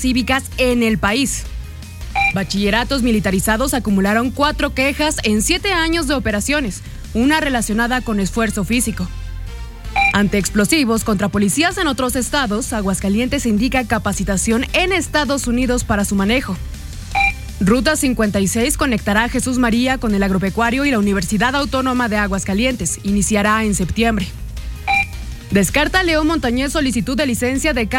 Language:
Spanish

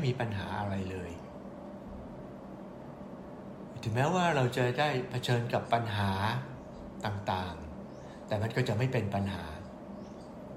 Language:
Thai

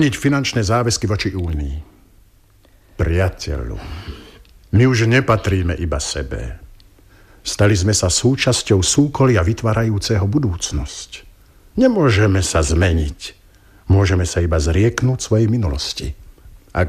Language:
Slovak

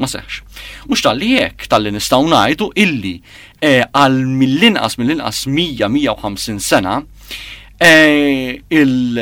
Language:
Maltese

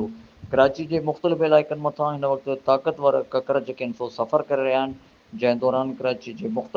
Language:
Sindhi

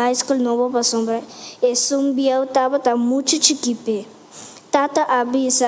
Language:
Papiamento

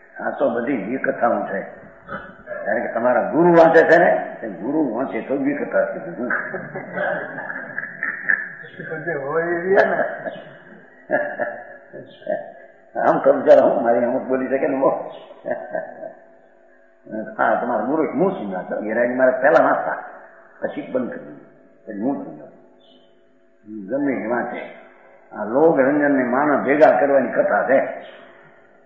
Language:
Gujarati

